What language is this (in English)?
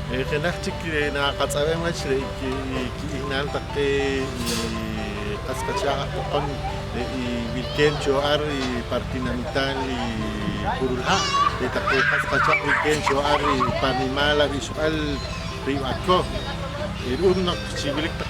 Poqomchi'